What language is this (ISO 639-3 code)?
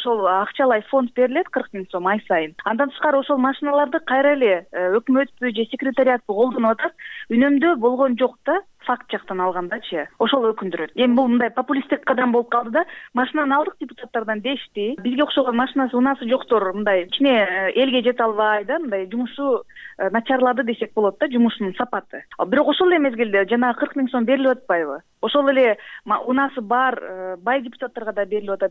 kir